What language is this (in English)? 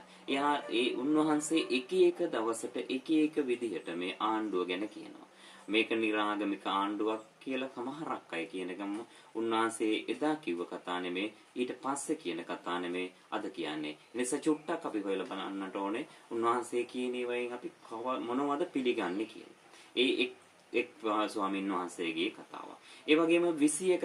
Sinhala